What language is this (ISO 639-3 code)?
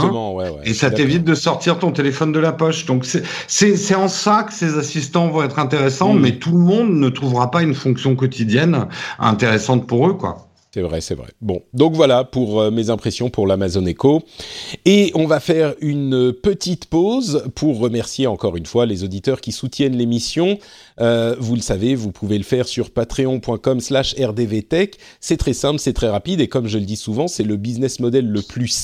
fra